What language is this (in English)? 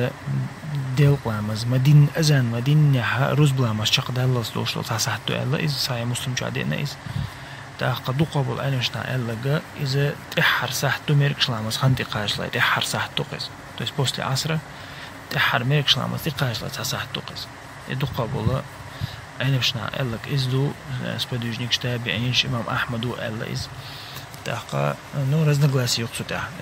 Chechen